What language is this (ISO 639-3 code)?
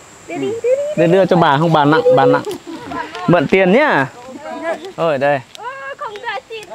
vie